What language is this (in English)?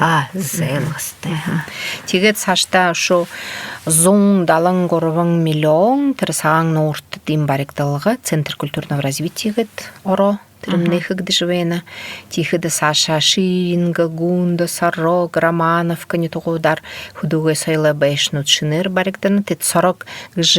Buriat